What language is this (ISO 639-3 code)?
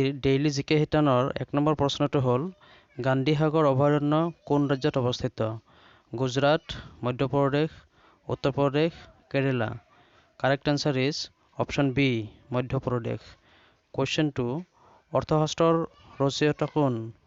asm